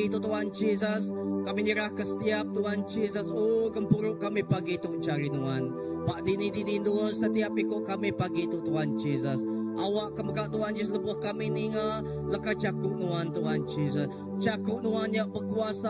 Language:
Iban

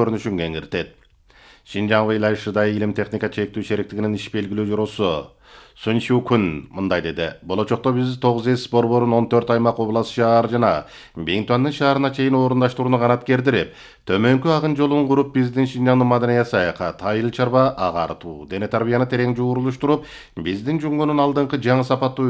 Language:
Kyrgyz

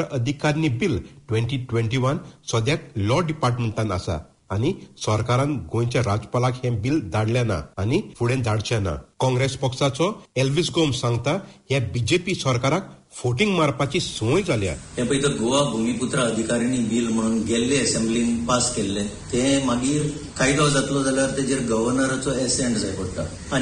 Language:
Konkani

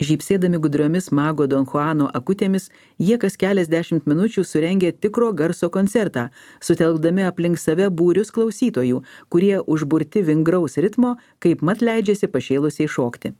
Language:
Lithuanian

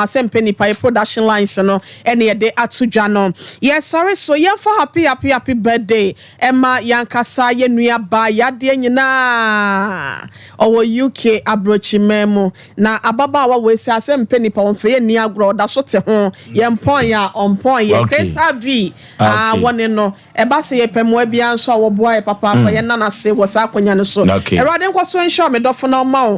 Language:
Akan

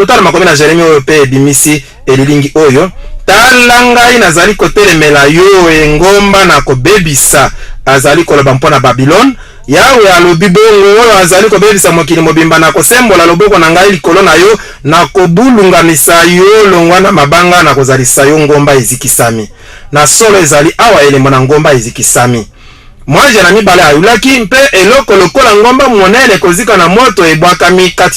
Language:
Lingala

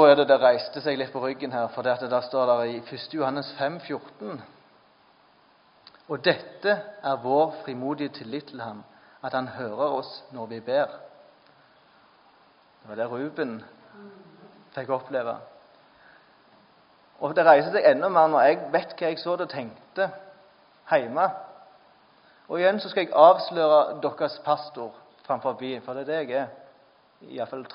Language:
Norwegian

